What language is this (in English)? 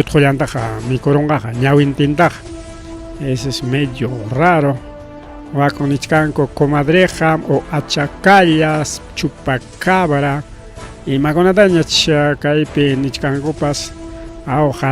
Ayacucho Quechua